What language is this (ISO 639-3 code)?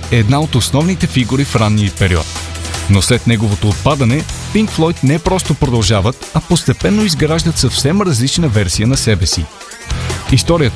bul